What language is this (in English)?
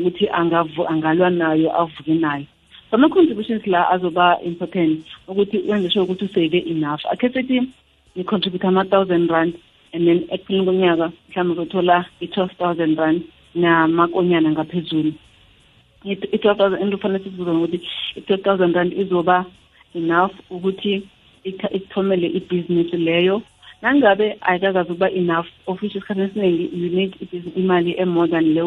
South Ndebele